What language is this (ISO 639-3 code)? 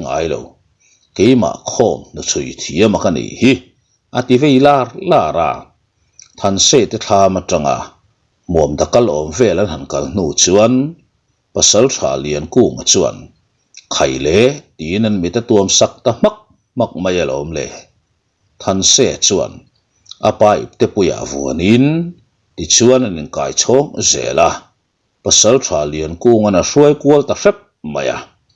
lus